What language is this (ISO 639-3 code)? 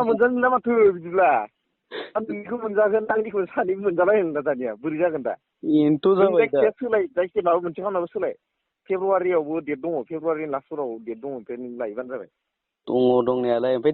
brx